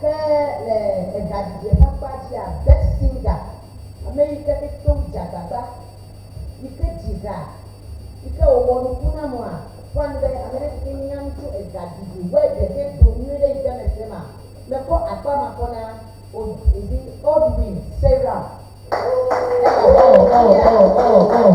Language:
Ewe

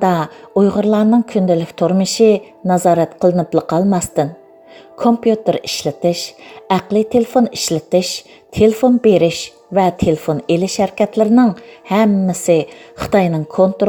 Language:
Uyghur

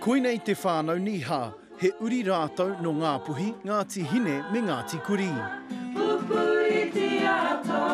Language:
Māori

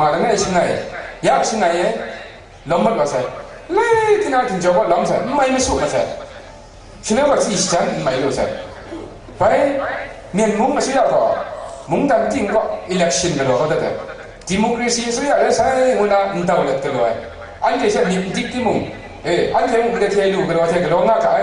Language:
Kachin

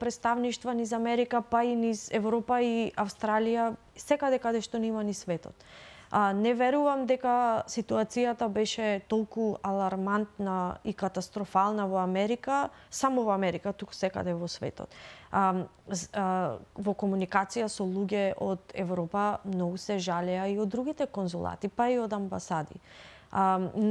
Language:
Macedonian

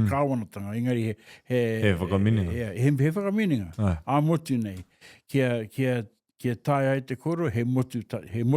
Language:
Māori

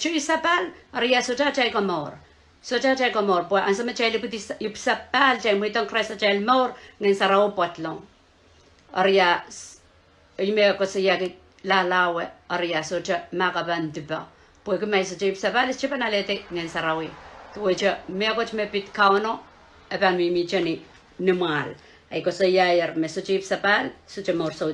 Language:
Pohnpeian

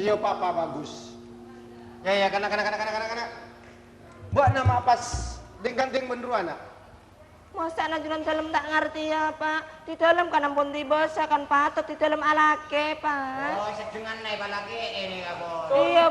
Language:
Madurese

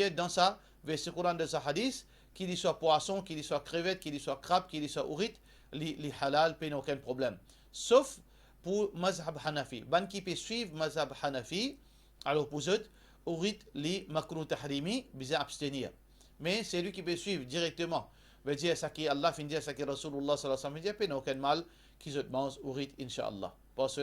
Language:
Morisyen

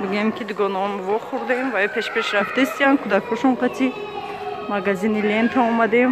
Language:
Tajik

